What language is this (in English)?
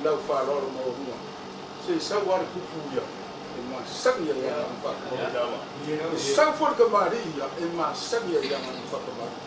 Samoan